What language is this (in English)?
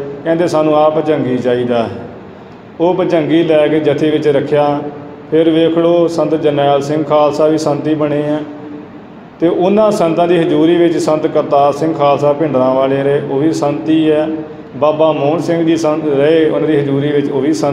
Punjabi